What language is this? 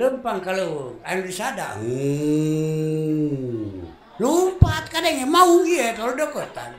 Sundanese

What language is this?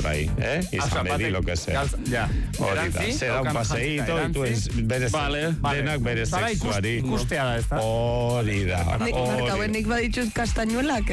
Basque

